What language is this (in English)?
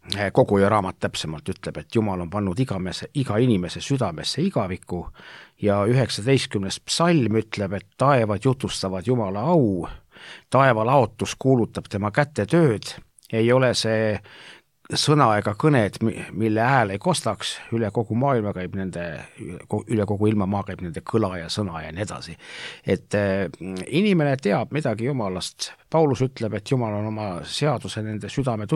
Estonian